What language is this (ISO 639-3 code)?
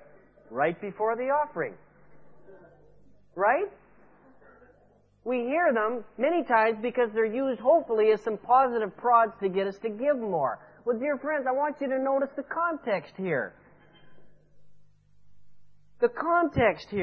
eng